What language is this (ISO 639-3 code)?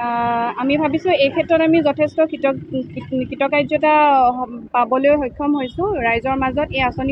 asm